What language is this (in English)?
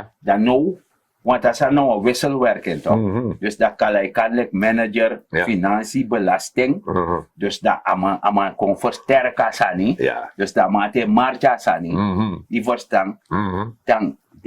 Sranan Tongo